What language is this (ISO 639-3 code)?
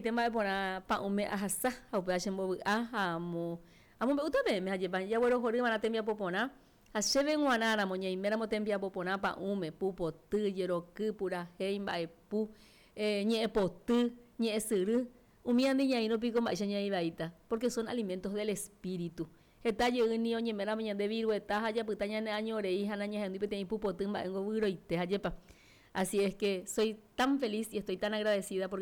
grn